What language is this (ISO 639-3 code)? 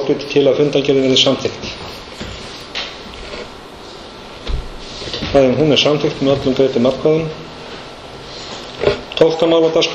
isl